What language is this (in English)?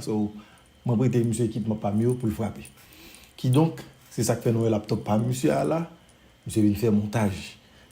Haitian Creole